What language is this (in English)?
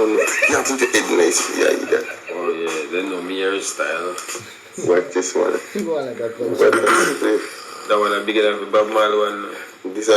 Jamaican Creole English